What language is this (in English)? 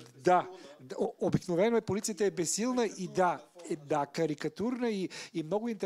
Bulgarian